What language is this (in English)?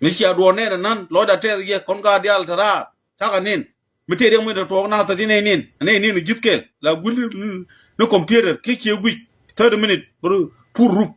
Nuer